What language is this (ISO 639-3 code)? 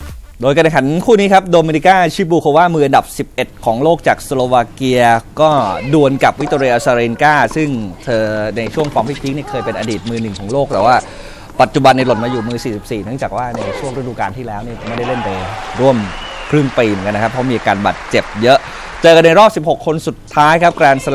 tha